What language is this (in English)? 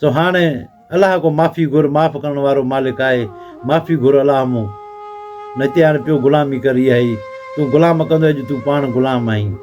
Sindhi